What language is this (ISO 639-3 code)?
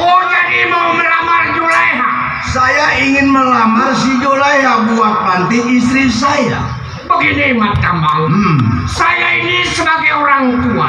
bew